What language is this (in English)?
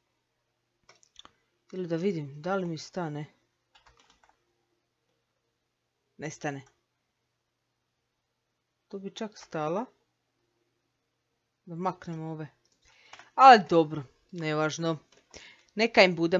Croatian